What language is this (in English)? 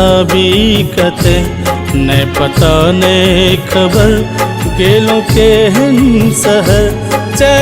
Maithili